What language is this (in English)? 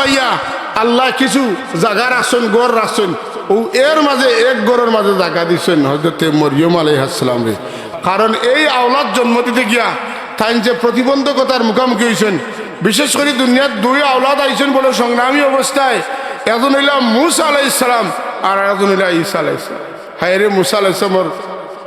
Sylheti